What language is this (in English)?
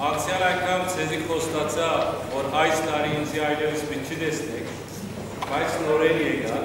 Western Armenian